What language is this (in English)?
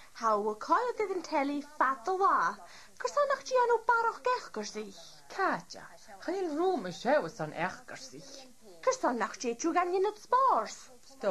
Scottish Gaelic